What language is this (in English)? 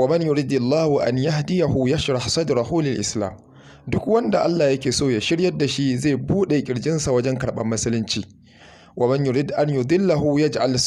Hausa